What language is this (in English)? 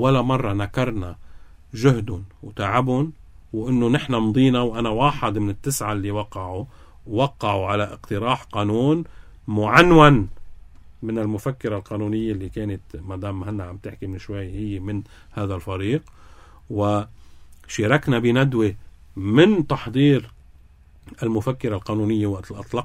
North Levantine Arabic